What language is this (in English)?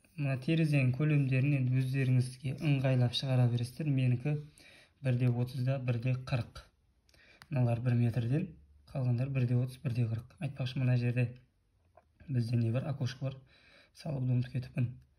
Kazakh